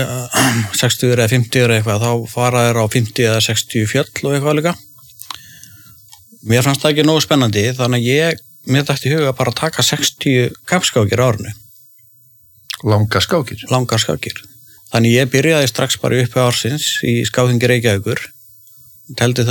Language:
Icelandic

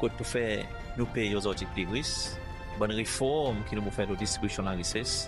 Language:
Seselwa Creole French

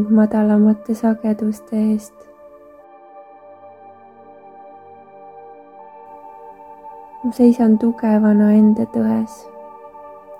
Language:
Estonian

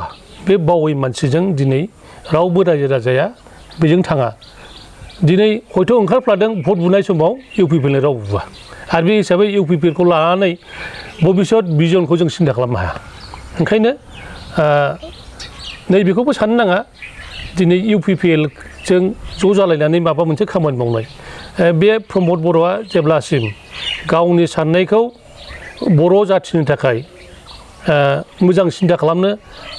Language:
Bodo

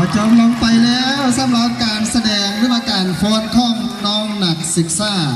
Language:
Lao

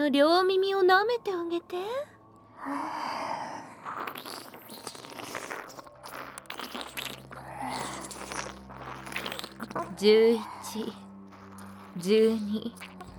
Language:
Japanese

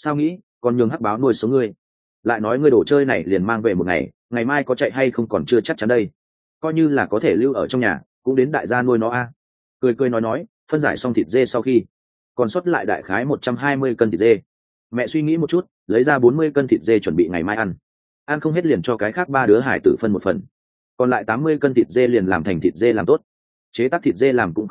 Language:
Vietnamese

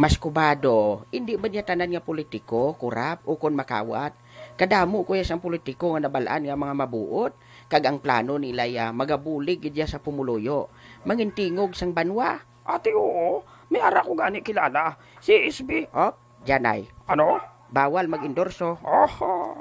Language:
Hiligaynon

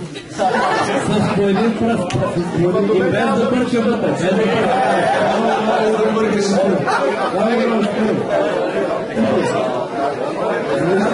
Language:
Bulgarian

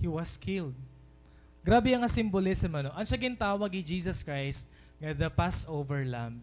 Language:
Waray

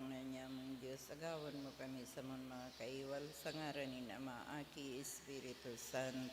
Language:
Bikol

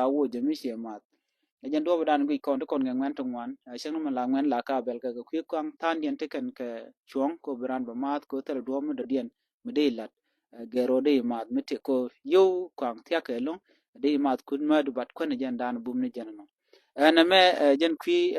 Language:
Nuer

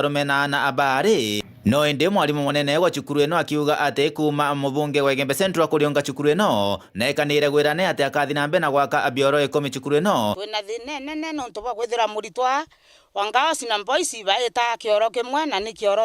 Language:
Meru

